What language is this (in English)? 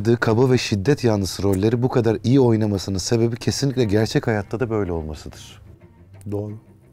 Turkish